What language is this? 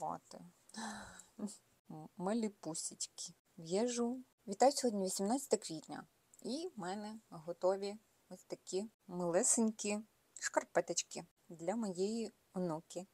Ukrainian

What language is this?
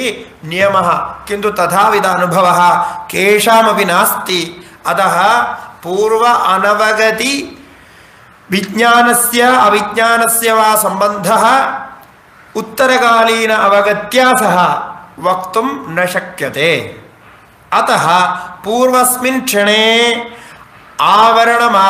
Sanskrit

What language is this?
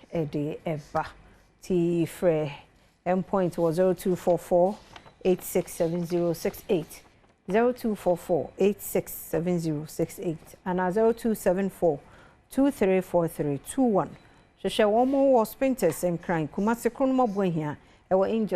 Akan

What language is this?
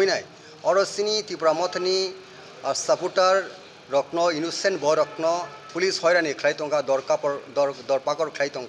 Kok Borok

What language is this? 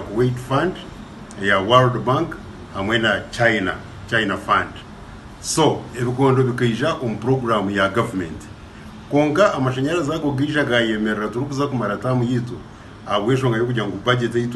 Nyankole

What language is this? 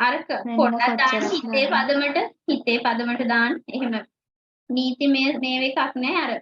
Sinhala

